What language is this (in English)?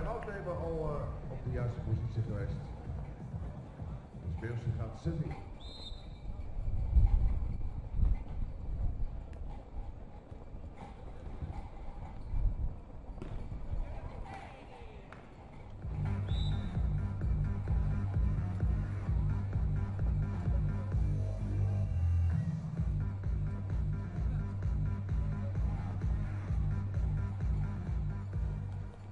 Dutch